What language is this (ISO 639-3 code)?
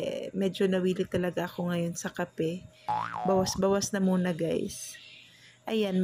fil